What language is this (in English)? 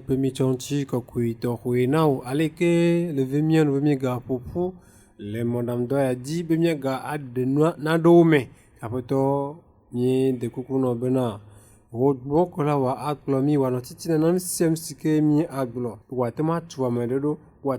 Ewe